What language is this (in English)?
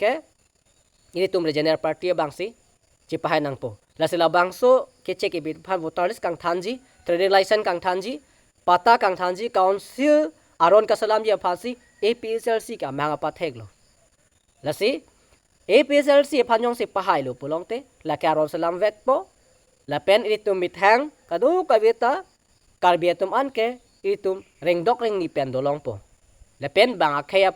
Karbi